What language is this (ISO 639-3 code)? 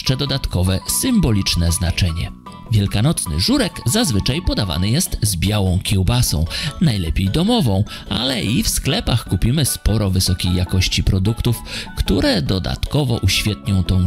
pol